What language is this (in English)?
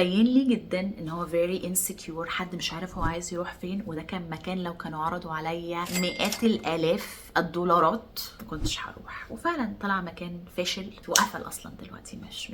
Egyptian Arabic